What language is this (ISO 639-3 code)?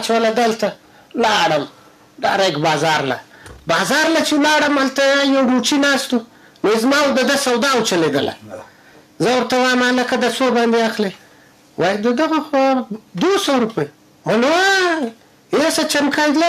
bgp